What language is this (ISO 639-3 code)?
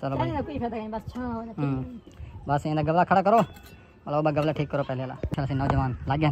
skr